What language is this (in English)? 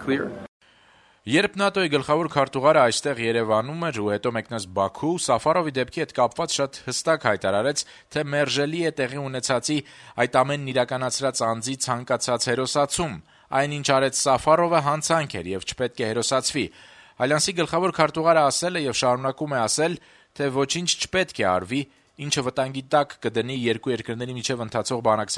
Armenian